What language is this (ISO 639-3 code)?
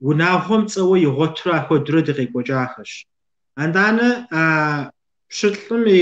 kbd